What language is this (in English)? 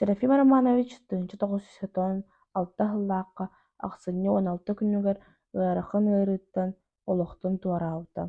Yakut